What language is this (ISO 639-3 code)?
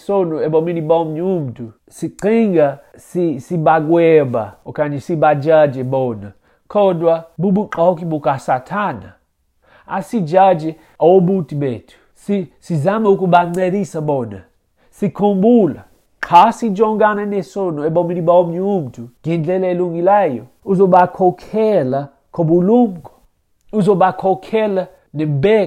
xho